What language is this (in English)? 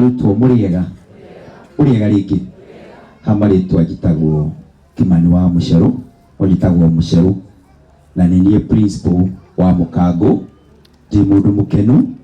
Kikuyu